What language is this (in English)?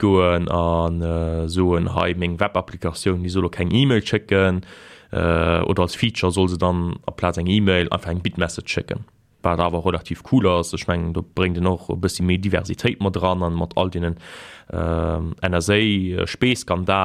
Luxembourgish